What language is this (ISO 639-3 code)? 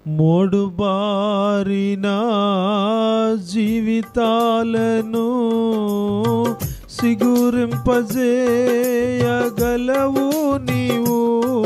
tel